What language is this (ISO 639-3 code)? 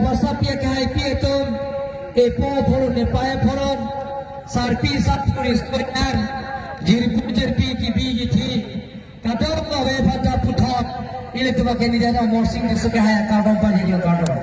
mjw